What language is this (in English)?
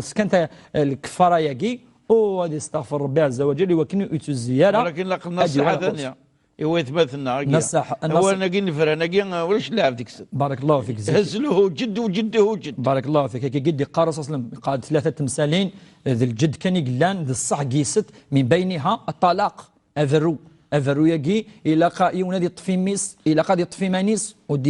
Kabyle